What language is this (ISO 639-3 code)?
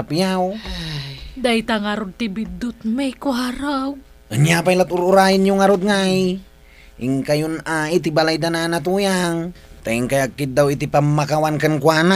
ilo